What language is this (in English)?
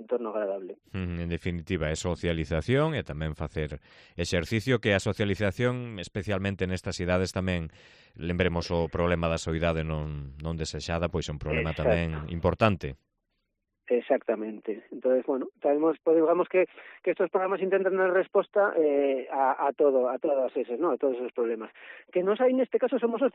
Galician